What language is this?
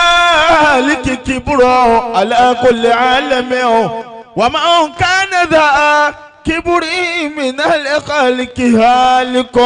Yoruba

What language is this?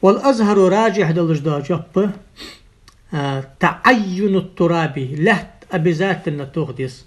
Ingush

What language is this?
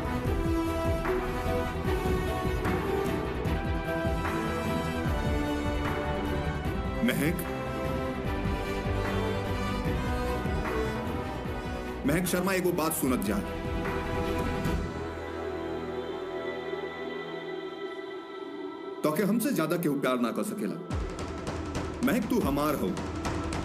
Bhojpuri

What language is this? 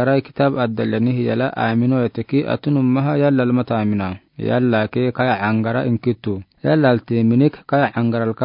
Afar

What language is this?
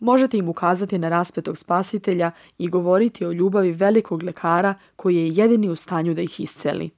Serbian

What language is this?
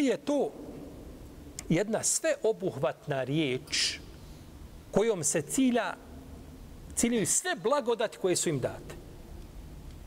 Bosnian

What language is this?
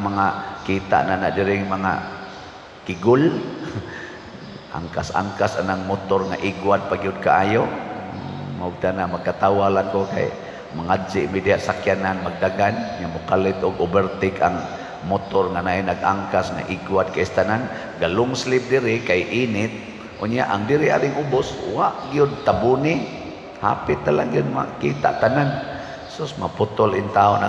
Cebuano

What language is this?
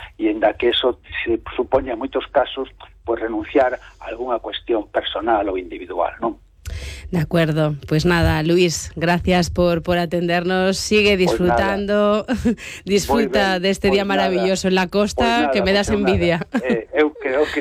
Galician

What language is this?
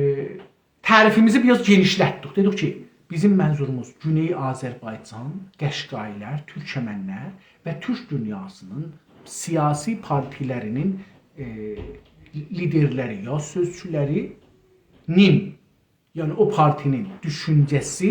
South Azerbaijani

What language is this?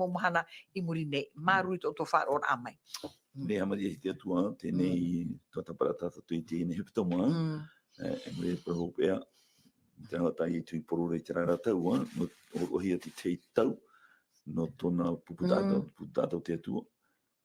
Tahitian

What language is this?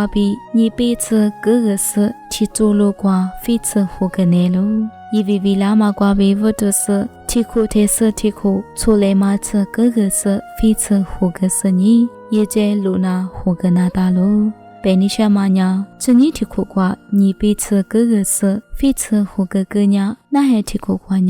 Lisu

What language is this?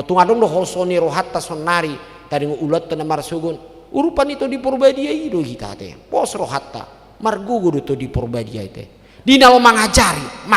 Batak Toba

